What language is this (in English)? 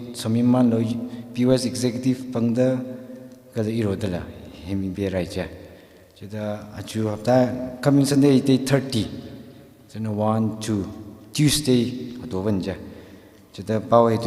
Tangkhul Naga (India)